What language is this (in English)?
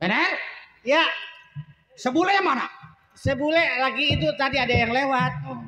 Betawi